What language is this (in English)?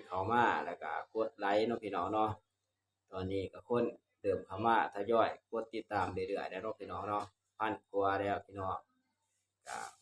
Northeastern Thai